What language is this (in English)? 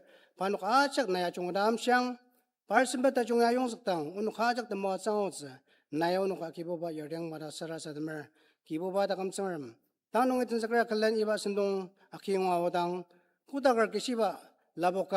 Ao Naga